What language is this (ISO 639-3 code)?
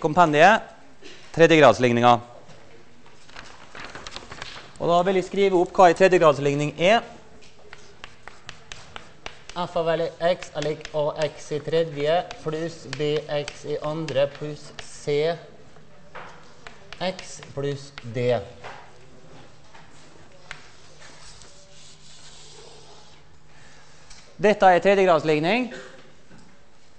nor